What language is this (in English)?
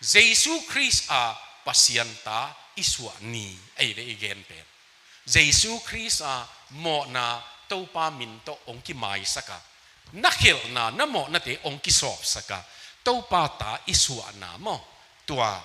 Tedim Chin